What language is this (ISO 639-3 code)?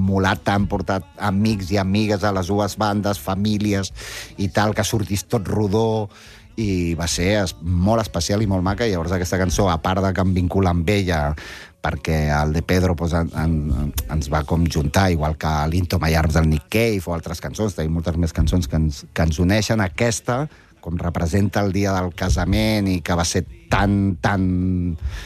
cat